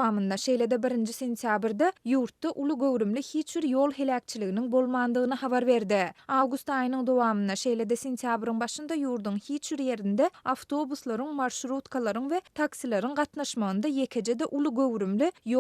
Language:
Turkmen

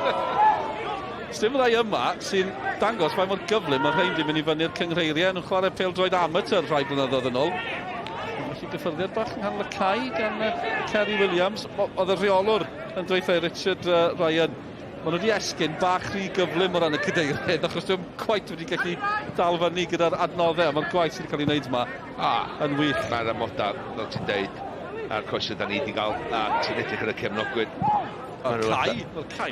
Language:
Welsh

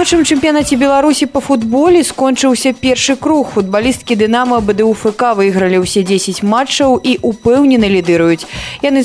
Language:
Belarusian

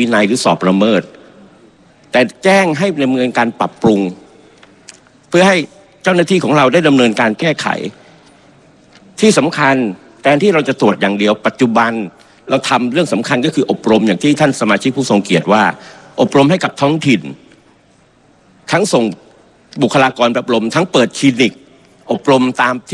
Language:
Thai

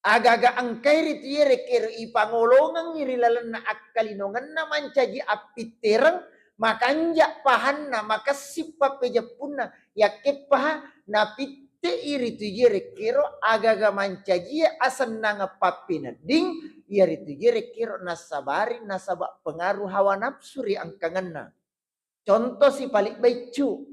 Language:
Buginese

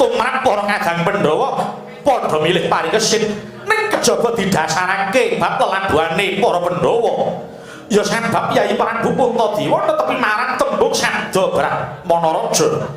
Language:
Javanese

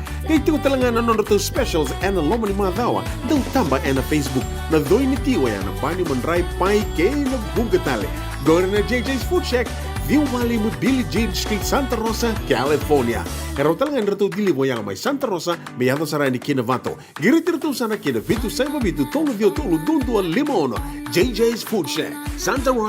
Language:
Fijian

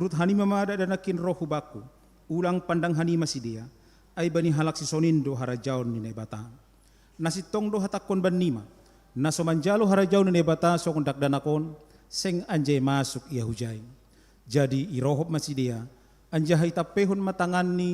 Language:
Batak Simalungun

